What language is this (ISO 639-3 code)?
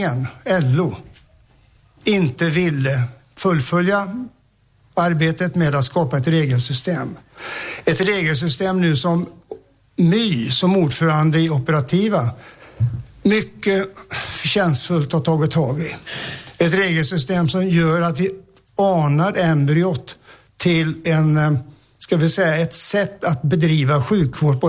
swe